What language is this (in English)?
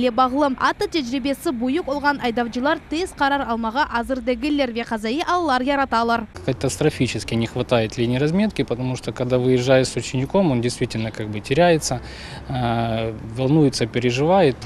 Crimean Tatar